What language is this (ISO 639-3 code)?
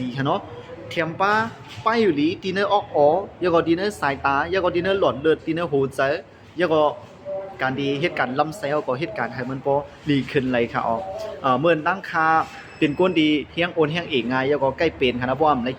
shn